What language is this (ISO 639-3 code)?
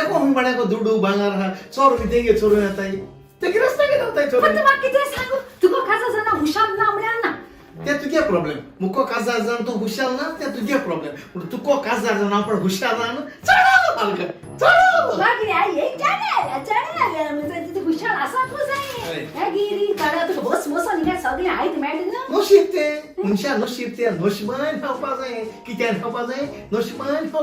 kok